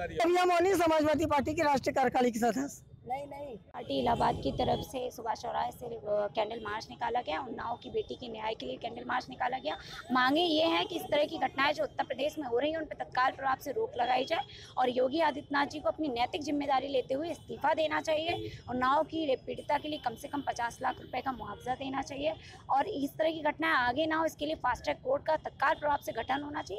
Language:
Hindi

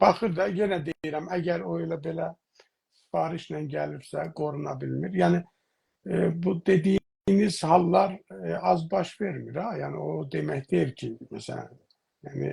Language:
South Azerbaijani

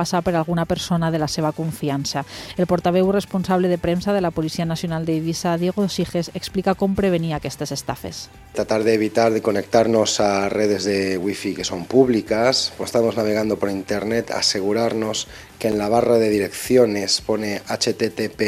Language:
Catalan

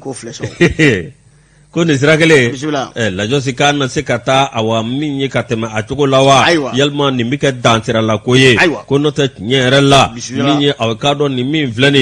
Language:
Bambara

